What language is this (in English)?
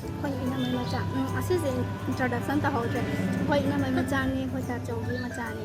Manipuri